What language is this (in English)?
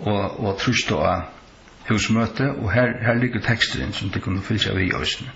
Faroese